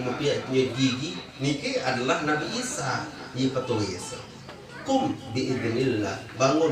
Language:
Sasak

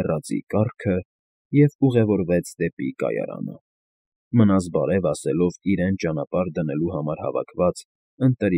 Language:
Armenian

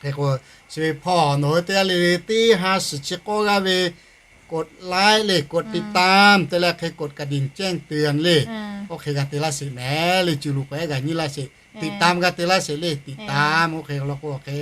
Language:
Lahu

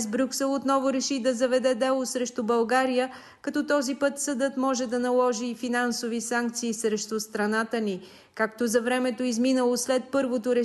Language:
Bulgarian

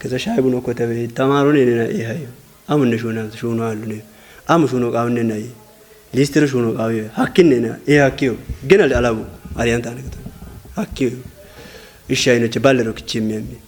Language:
Kafa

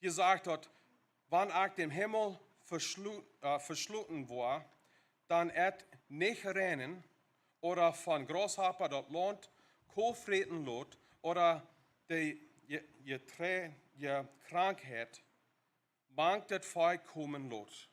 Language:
Plautdietsch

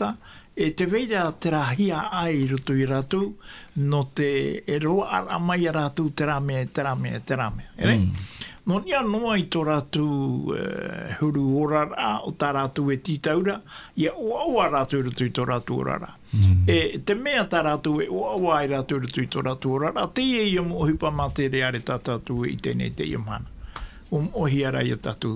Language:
Tahitian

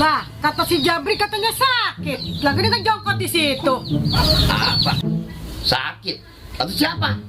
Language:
Betawi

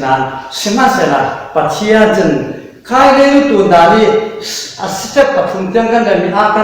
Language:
Falam Chin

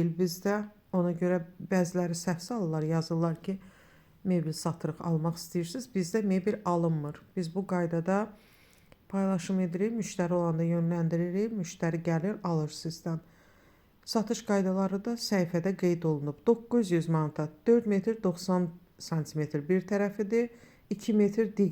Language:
Azerbaijani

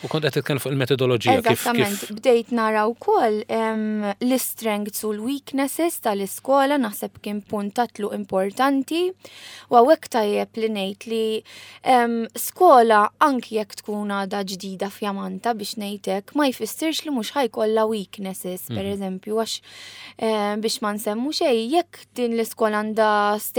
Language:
Maltese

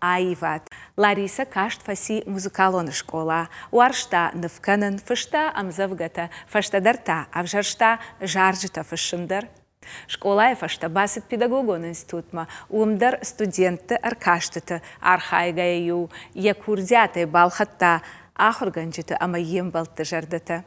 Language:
Ossetic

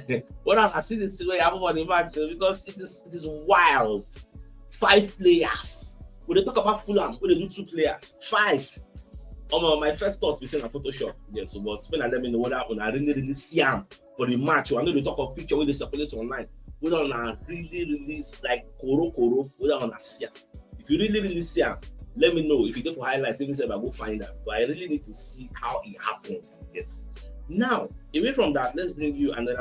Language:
Nigerian Pidgin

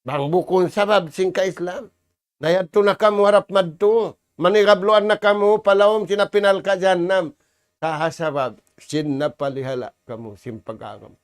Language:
Tausug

